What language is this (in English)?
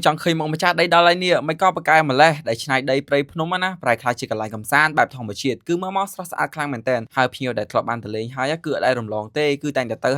Khmer